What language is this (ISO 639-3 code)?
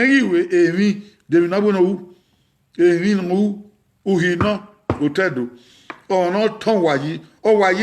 bin